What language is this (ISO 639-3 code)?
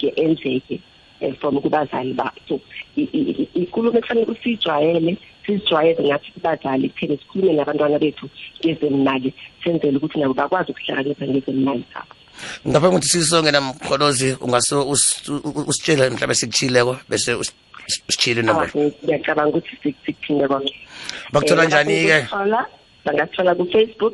nbl